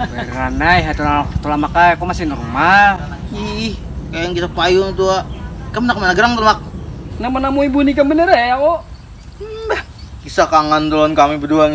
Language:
Banjar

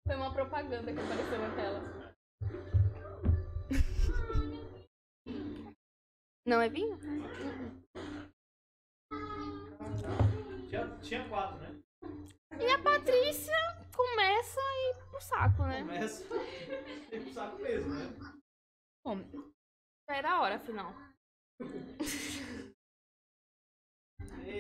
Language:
Portuguese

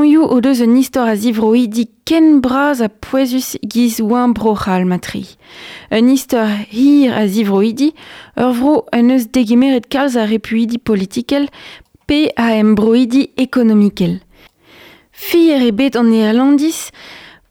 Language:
Breton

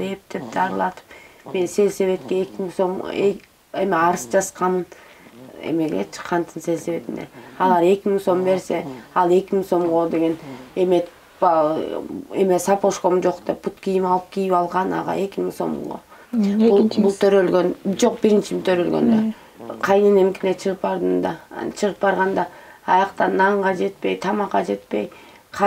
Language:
Kyrgyz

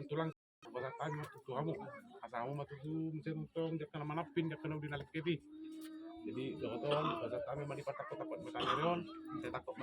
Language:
Batak Toba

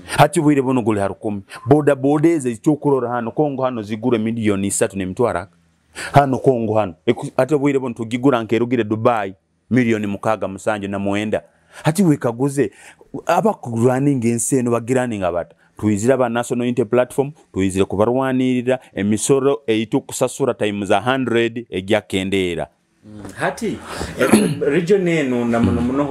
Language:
Nyoro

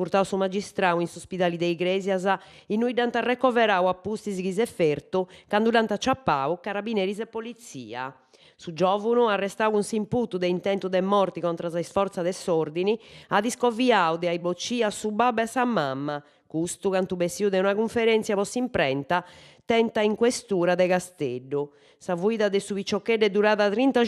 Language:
Sardinian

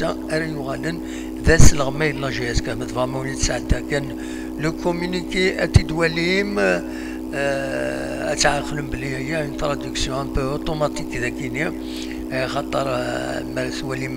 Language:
Kabyle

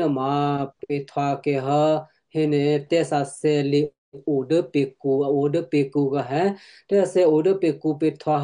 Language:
Western Kayah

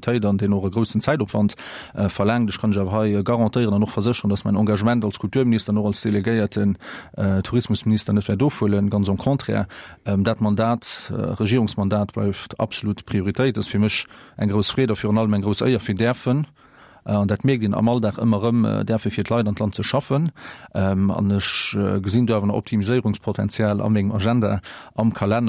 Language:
Luxembourgish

